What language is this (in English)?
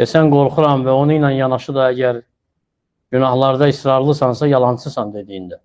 Azerbaijani